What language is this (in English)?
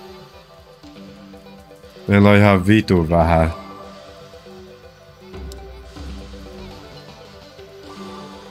Finnish